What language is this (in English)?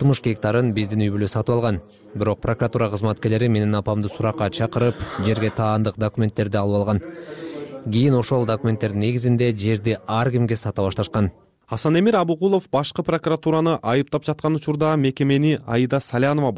Kyrgyz